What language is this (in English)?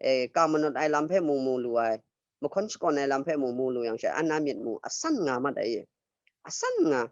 Kachin